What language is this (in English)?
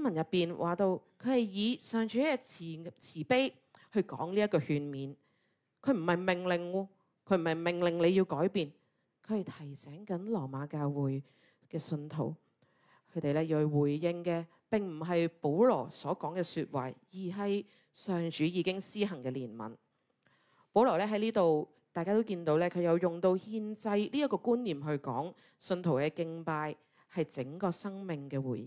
Cantonese